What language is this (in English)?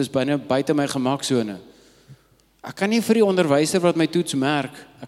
Afrikaans